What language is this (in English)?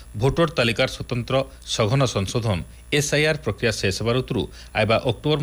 Odia